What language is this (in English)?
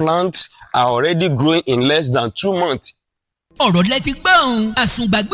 Yoruba